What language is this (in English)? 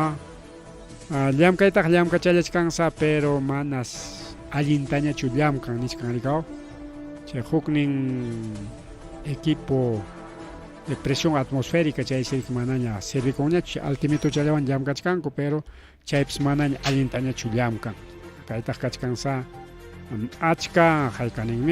Ayacucho Quechua